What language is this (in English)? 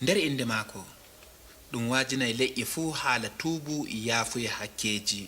Adamawa Fulfulde